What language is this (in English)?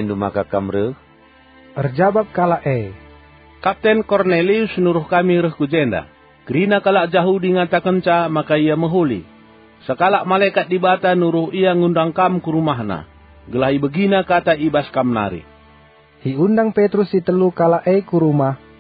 Batak Karo